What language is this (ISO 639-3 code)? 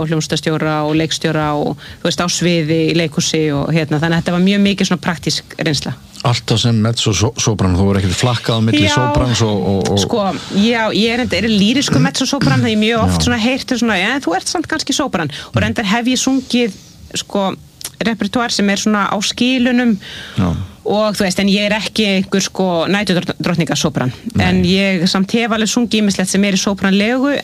isl